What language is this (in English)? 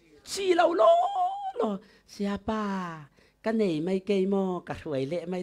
Falam Chin